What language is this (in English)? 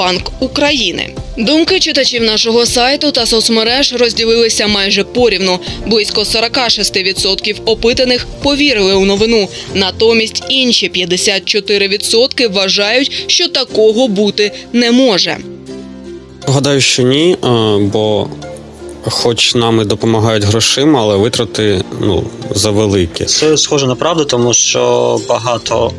Ukrainian